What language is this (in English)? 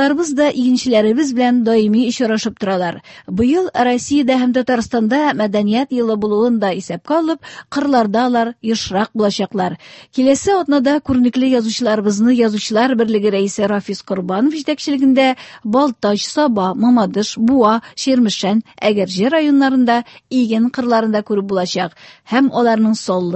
Tatar